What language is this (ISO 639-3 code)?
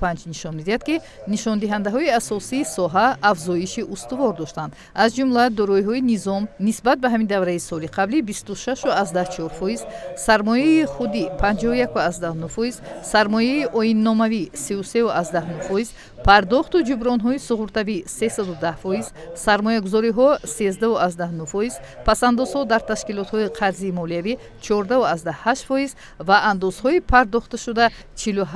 tgk